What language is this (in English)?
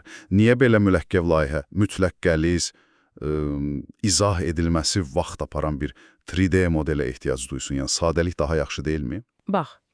Azerbaijani